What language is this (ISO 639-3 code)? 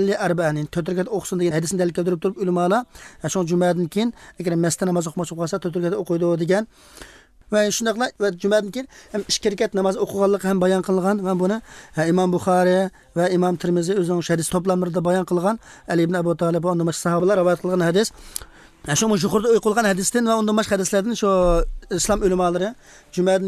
uzb